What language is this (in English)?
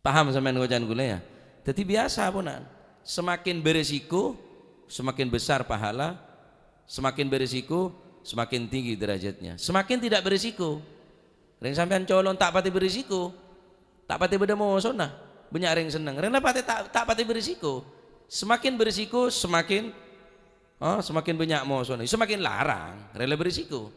Madurese